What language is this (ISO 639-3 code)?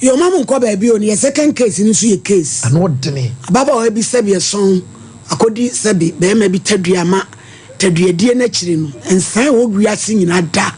aka